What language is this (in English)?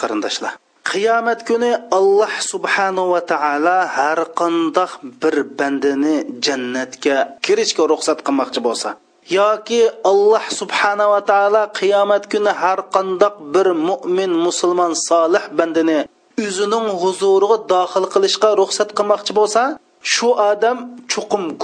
Uyghur